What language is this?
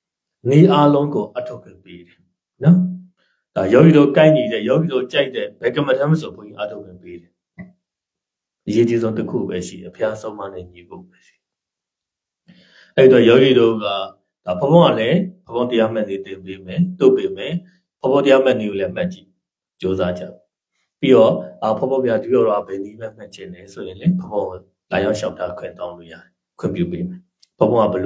Burmese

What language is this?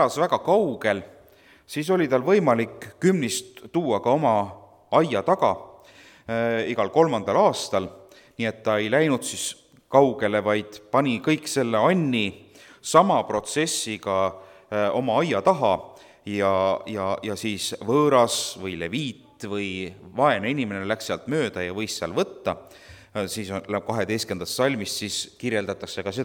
Estonian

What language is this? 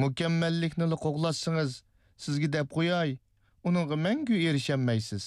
Uyghur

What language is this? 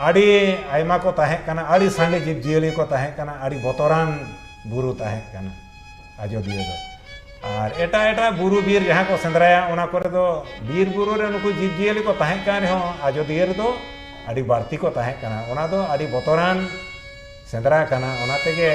Santali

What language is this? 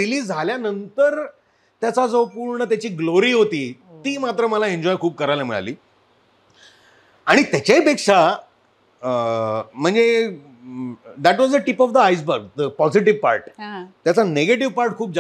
Marathi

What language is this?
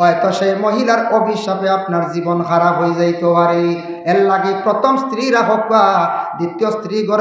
Sylheti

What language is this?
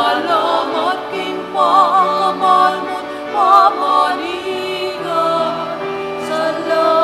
Pampanga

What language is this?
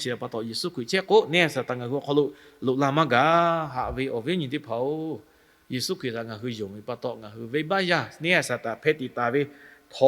Lahu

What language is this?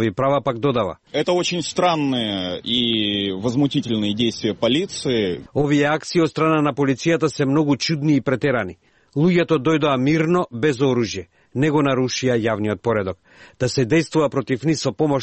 Macedonian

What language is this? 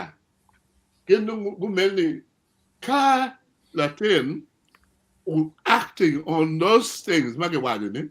Acoli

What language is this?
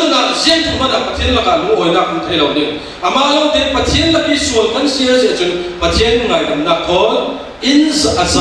Falam Chin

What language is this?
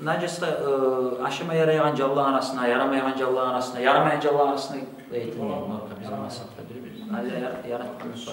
Kumyk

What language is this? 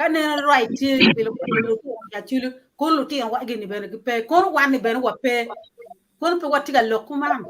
Acoli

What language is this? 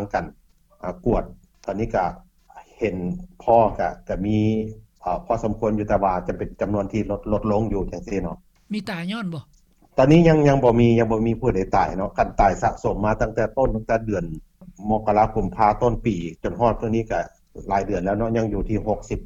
Lao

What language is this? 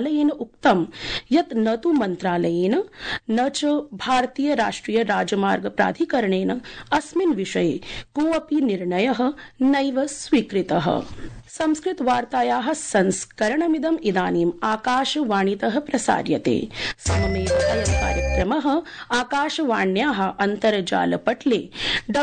Sanskrit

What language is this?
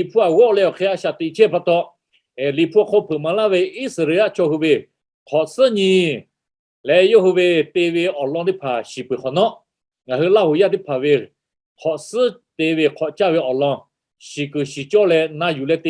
Lahu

